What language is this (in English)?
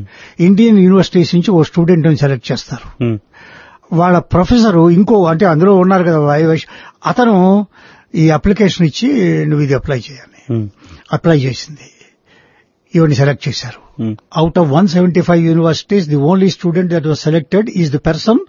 Telugu